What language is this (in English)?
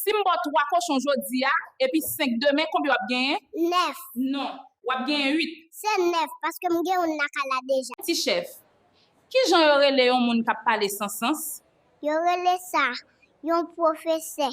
Haitian Creole